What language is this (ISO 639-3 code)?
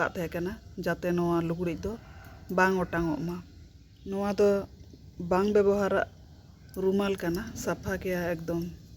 sat